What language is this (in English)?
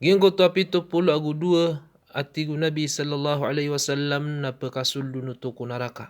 Maranao